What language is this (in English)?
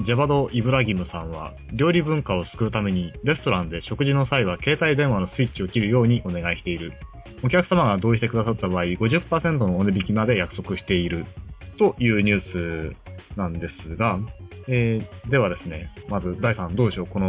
Japanese